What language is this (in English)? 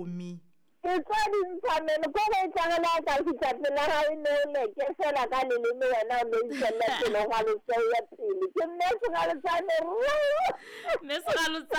Southern Sotho